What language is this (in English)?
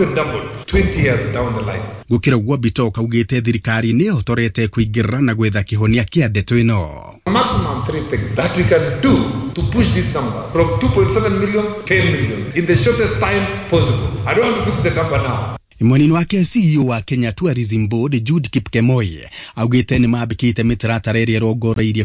Kikuyu